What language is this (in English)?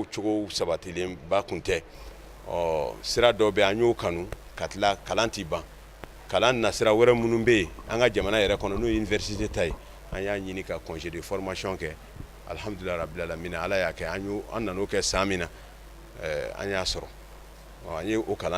Bambara